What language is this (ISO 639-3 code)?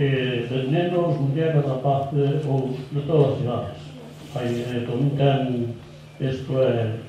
glg